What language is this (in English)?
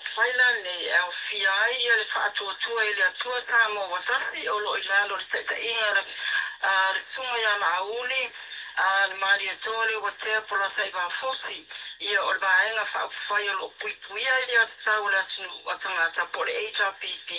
Samoan